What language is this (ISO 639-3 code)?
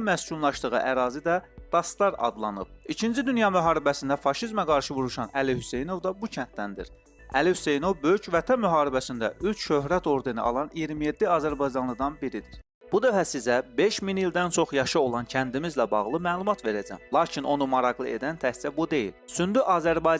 aze